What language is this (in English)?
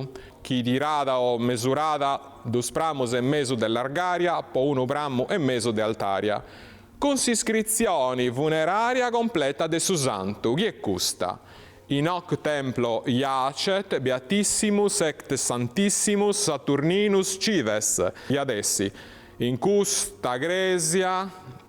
Sardinian